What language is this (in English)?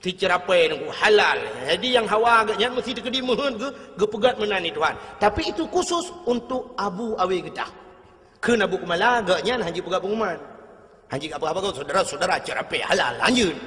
Achinese